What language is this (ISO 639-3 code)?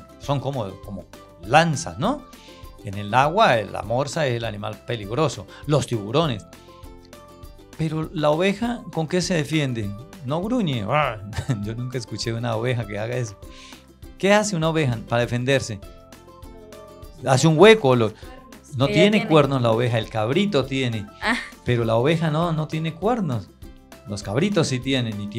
spa